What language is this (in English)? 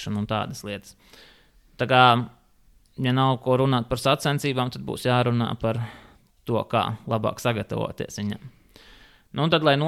Latvian